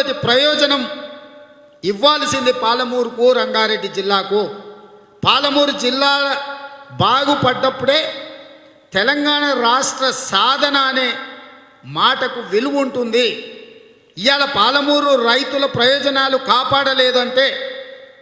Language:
Telugu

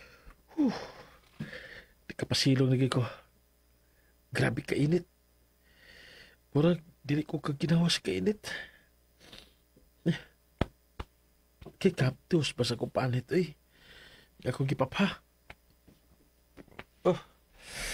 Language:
Cebuano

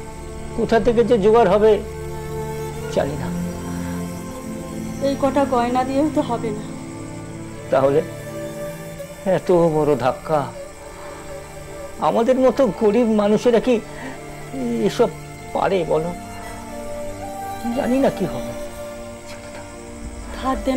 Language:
Bangla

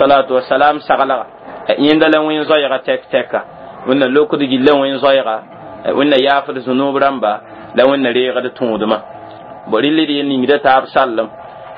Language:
Mossi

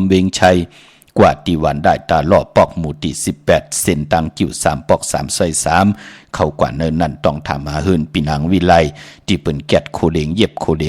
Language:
Shan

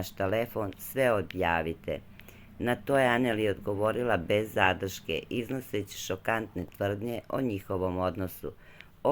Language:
Serbian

